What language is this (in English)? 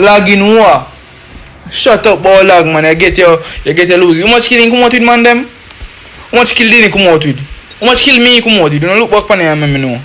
Jamaican Creole English